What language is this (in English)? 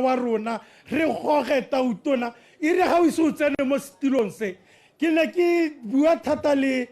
Tswana